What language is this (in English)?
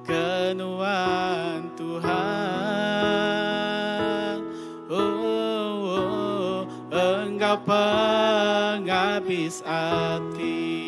Iban